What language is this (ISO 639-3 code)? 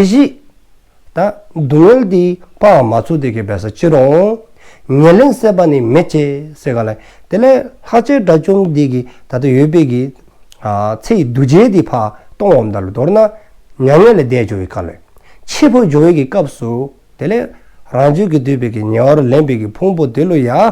dzo